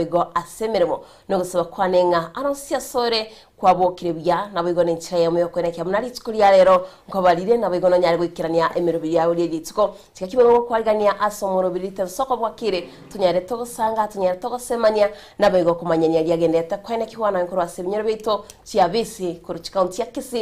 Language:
Gusii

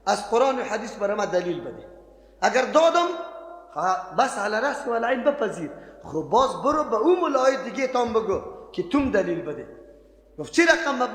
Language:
Persian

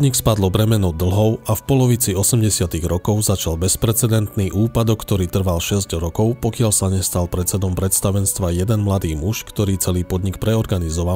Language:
Slovak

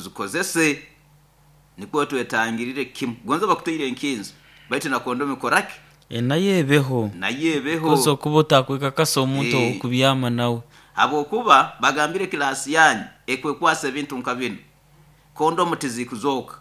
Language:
Nyoro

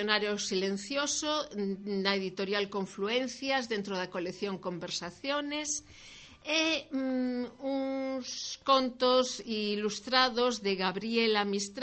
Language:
Galician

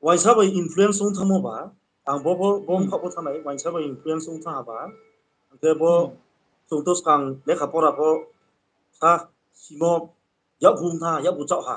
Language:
Riang (India)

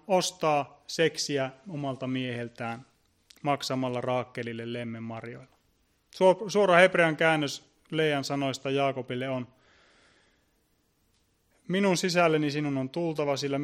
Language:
Finnish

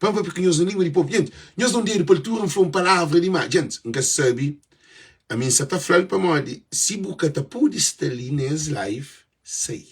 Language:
Kabuverdianu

